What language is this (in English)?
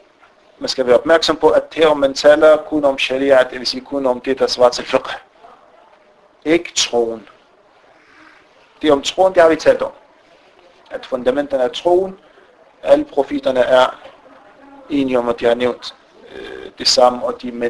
Danish